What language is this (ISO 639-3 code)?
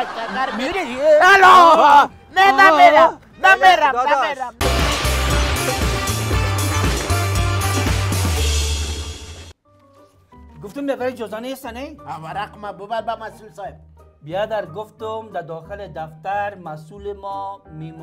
fas